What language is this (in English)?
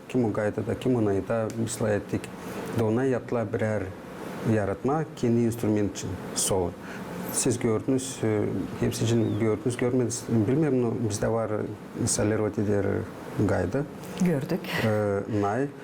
Gagauz